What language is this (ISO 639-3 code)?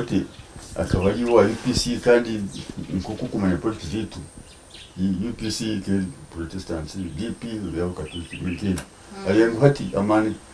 nyn